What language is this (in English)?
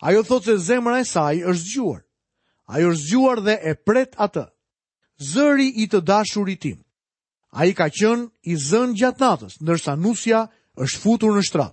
Albanian